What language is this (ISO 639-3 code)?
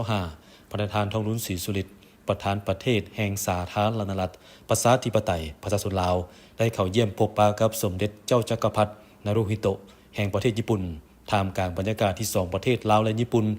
lao